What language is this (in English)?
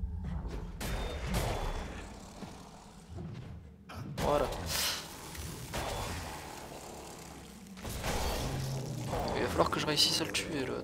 French